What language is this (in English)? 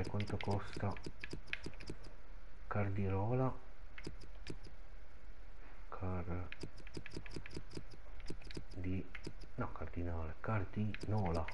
Italian